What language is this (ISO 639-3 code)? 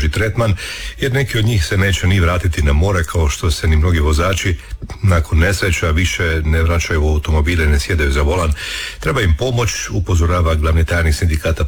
hrv